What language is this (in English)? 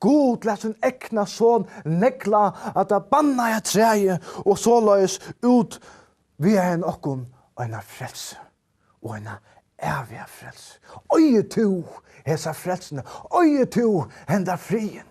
Faroese